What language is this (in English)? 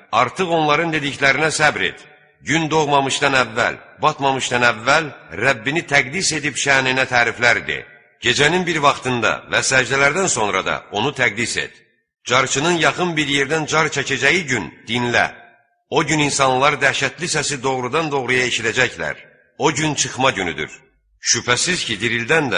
Azerbaijani